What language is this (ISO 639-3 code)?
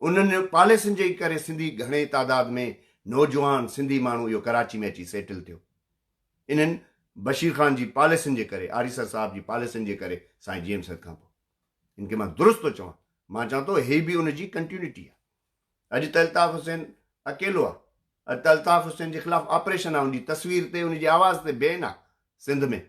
snd